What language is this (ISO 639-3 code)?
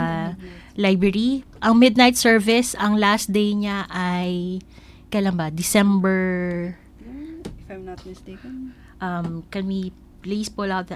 fil